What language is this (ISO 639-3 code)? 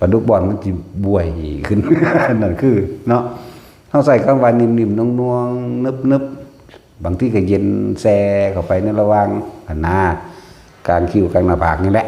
tts